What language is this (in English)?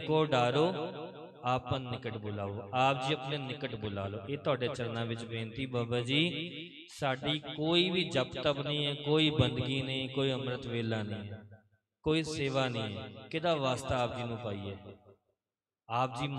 Punjabi